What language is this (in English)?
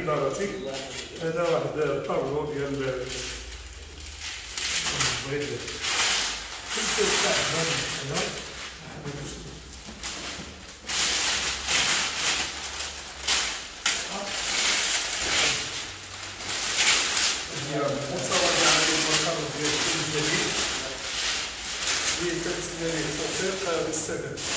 Moroccan Arabic